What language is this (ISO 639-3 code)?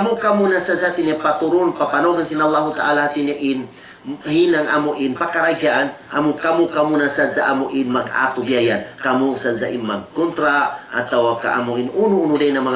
tsg